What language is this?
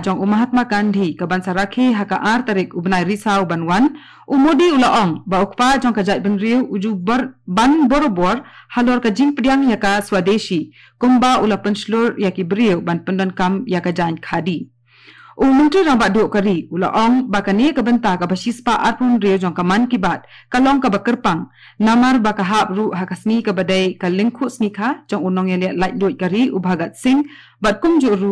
Khasi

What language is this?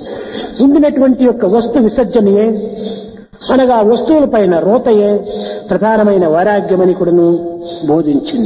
Telugu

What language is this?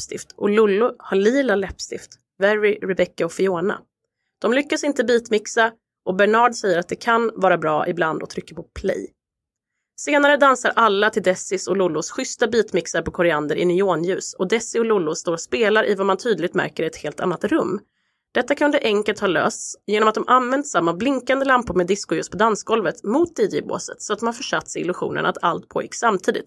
Swedish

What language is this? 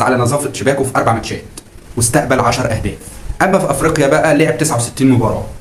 Egyptian Arabic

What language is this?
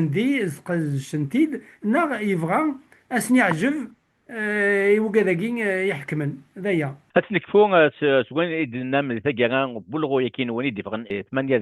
Kabyle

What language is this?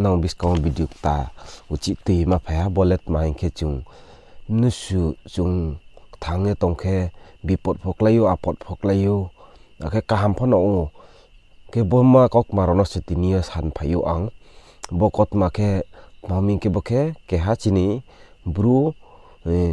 Riang (India)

